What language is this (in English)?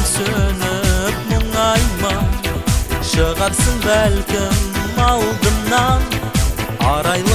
Kazakh